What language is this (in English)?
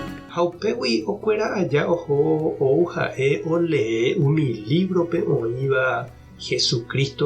Guarani